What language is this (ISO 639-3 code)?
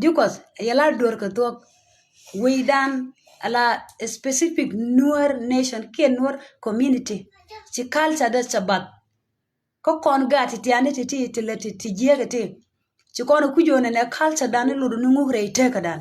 nus